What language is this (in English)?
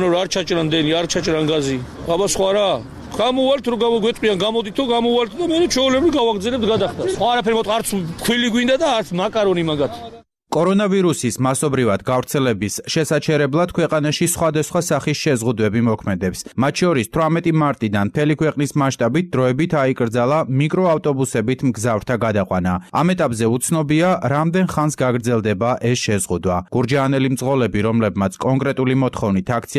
Georgian